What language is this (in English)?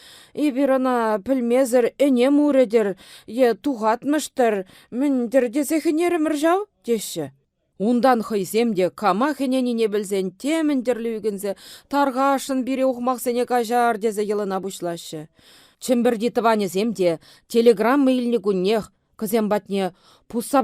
Chuvash